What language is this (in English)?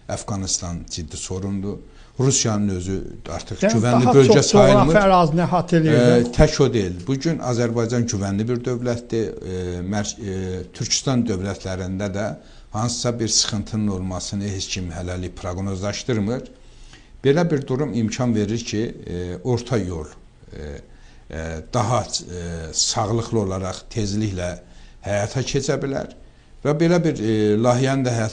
Azerbaijani